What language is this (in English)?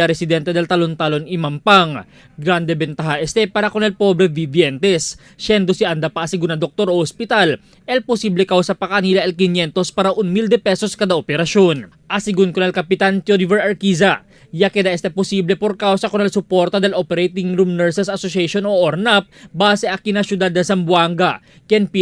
Chavacano